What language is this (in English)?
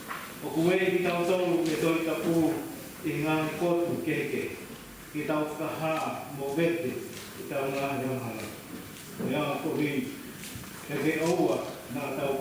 Tongan